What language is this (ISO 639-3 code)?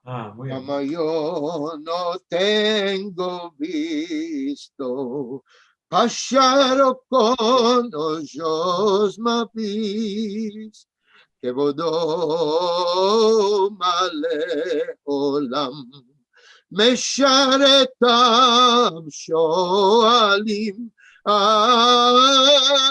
lad